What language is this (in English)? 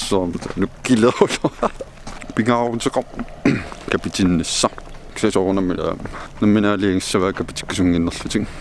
Kalaallisut